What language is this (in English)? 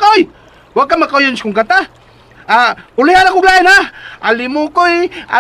Cebuano